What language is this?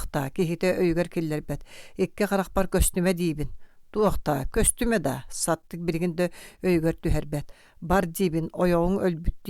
Yakut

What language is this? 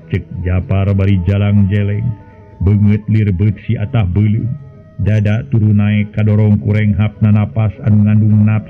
Sundanese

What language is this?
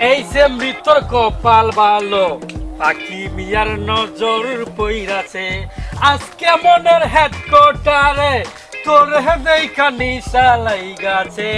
Sylheti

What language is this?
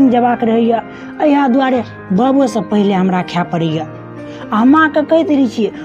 Maithili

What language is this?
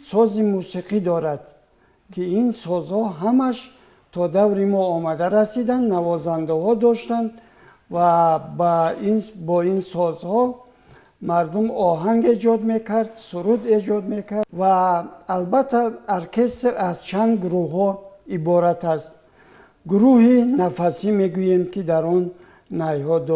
Tajik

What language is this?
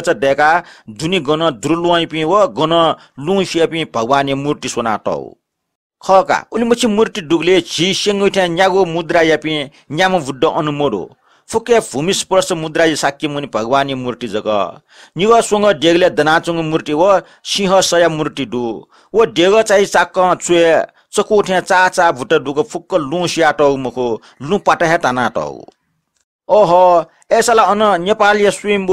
Newari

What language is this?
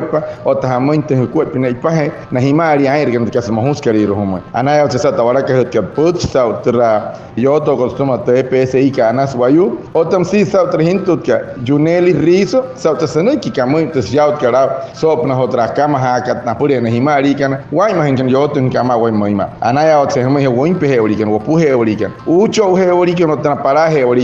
Wayuu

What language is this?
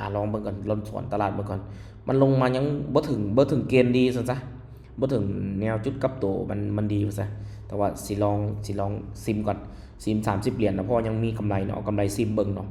Lao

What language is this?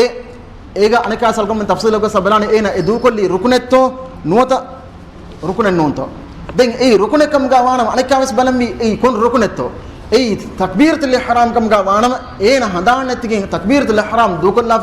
Divehi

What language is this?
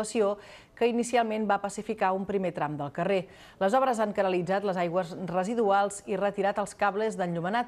Catalan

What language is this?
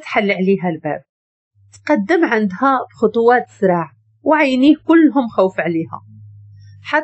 Moroccan Arabic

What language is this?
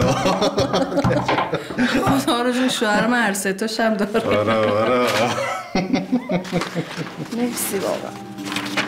Persian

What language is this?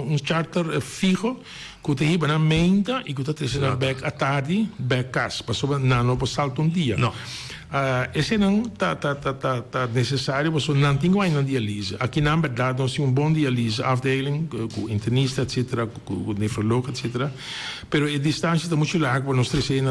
Papiamento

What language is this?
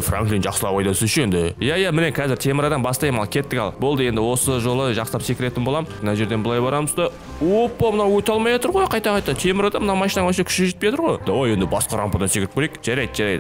Kazakh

